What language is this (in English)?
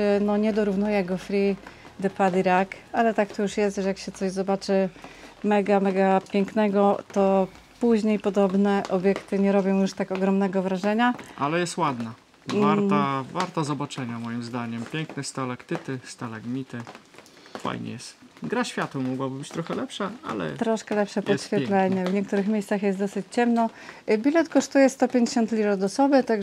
Polish